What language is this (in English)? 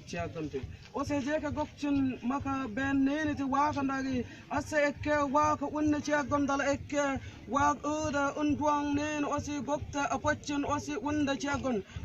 Mabaan